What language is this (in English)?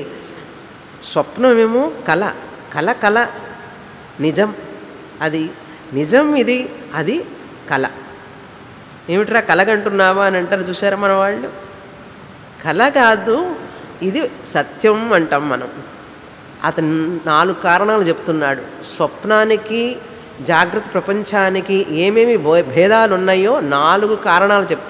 Telugu